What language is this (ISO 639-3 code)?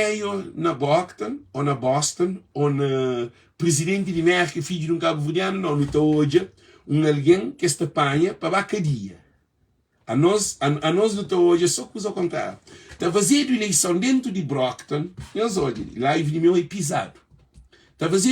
kea